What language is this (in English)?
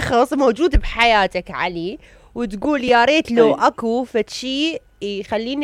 Mesopotamian Arabic